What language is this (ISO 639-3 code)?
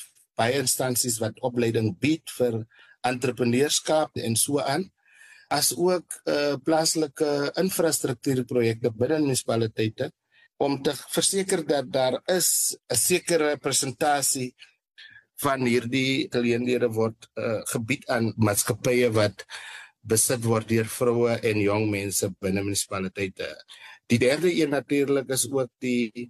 afr